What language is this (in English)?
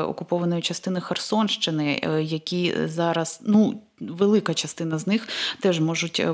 Ukrainian